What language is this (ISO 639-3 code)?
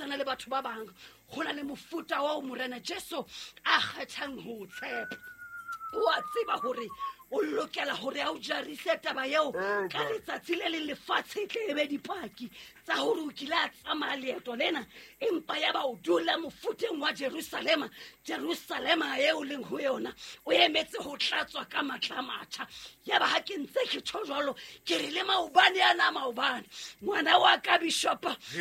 sot